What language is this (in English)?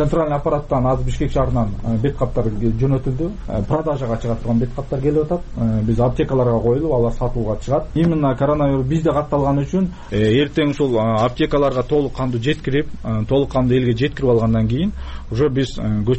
Kyrgyz